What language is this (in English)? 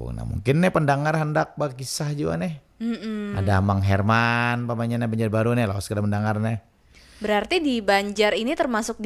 Banjar